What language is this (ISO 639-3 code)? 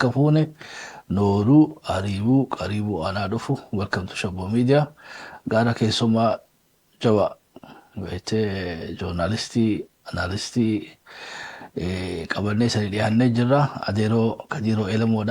orm